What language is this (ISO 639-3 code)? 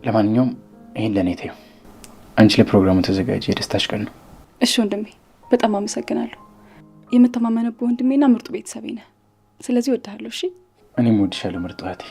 amh